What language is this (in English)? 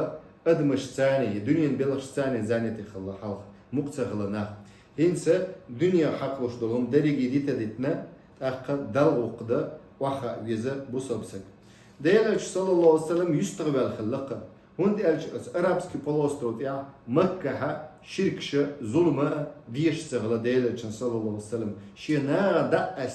Chechen